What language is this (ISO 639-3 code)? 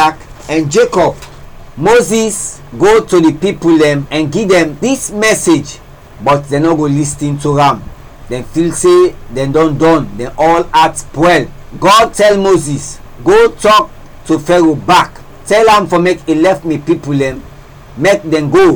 kri